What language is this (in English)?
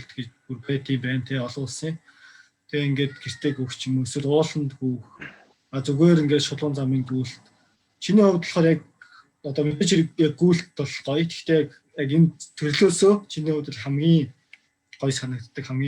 Mongolian